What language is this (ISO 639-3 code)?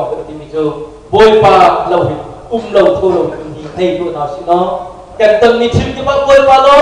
cnh